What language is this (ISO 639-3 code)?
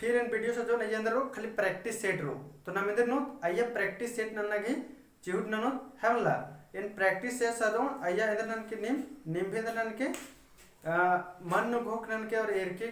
kru